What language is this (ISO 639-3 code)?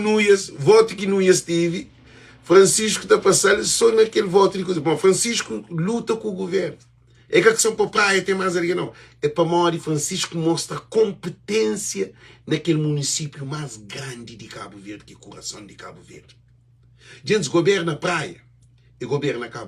kea